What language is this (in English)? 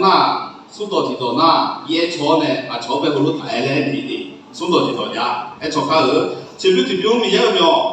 Akha